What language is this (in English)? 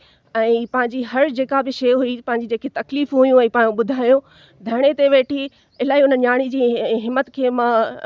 Sindhi